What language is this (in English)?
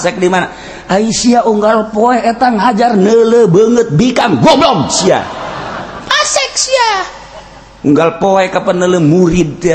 Sundanese